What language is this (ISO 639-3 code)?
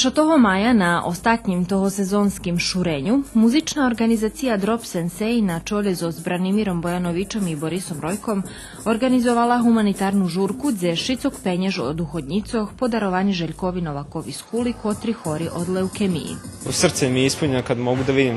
rue